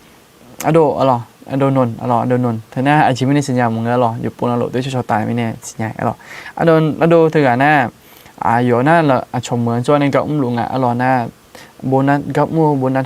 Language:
Akha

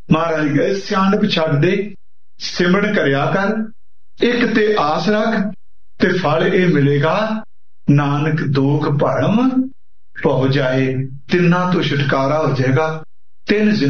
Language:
Punjabi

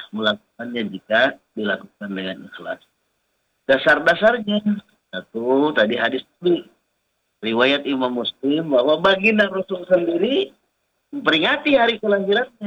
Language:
Indonesian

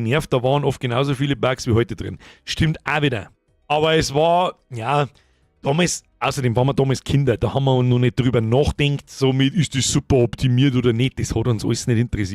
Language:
Bavarian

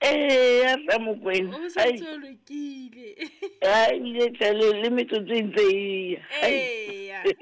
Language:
Southern Sotho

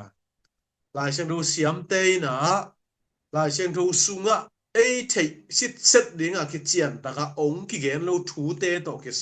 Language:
Tedim Chin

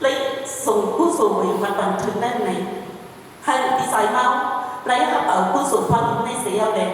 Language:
Shan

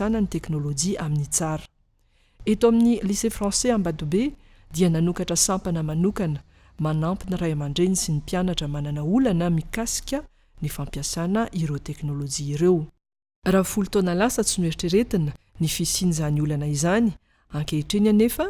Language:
Malagasy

